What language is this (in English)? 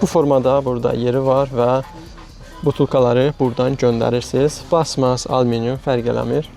Azerbaijani